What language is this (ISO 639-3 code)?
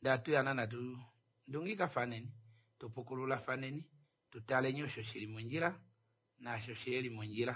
kua